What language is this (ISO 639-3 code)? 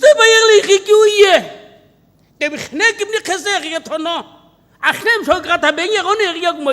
nsm